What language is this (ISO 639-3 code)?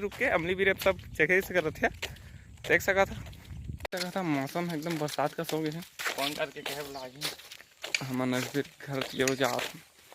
hne